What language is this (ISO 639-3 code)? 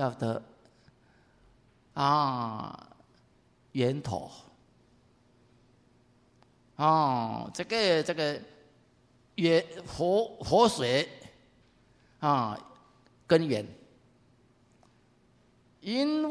zho